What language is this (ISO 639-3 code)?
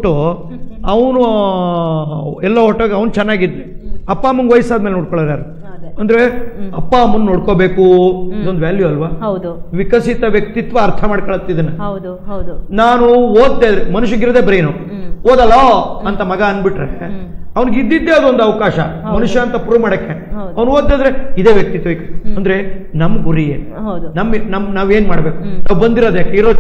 kan